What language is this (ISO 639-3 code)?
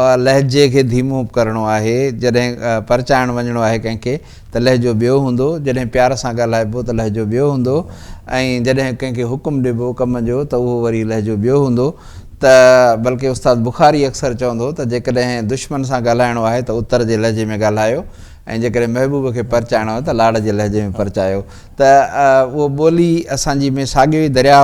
snd